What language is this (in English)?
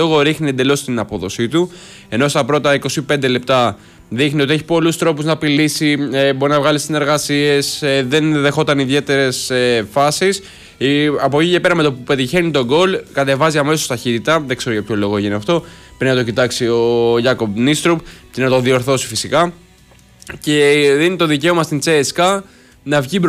Greek